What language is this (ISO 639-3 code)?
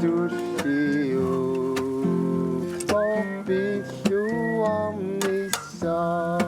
kal